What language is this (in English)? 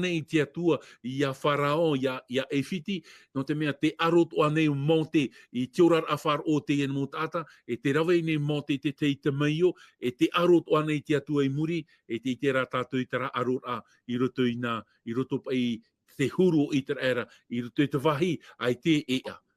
Tahitian